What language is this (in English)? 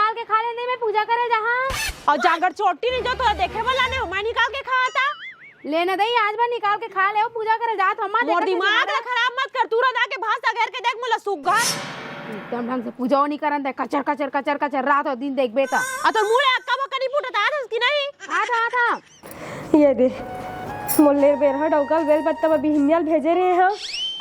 Chhattisgarhi